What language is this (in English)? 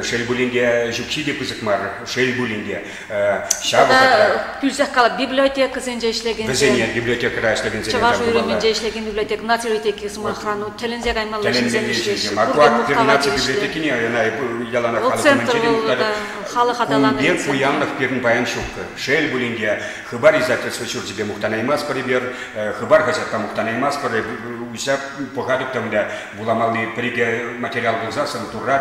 Chuvash